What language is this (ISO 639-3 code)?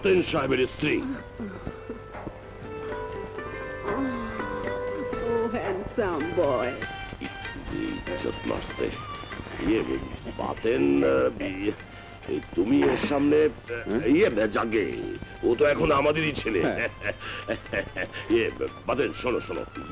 ben